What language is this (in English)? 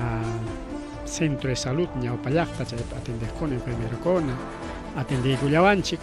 Ayacucho Quechua